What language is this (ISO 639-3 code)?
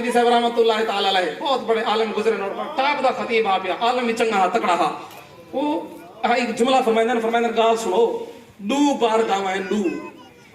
skr